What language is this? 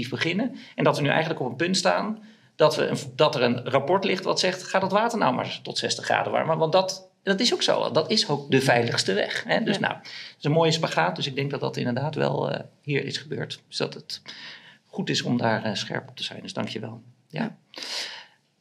Dutch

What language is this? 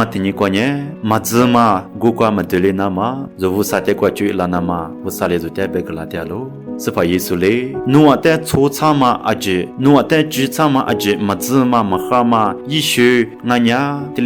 Lisu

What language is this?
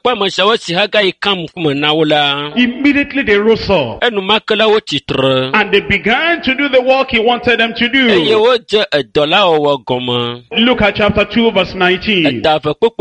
Ewe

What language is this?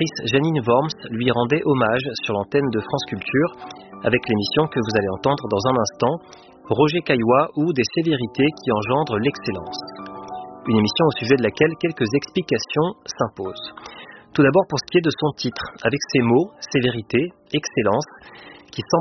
French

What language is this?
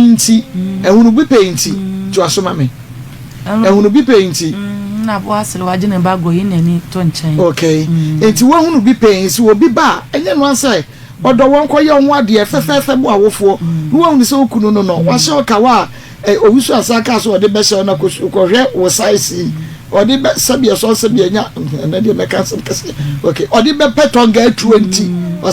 Akan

